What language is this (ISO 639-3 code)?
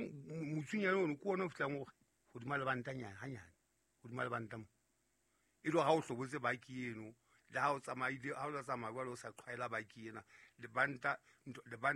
sot